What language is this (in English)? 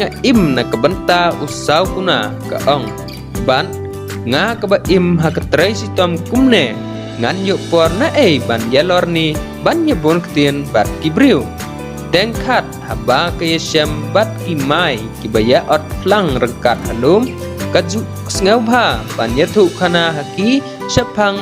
Khasi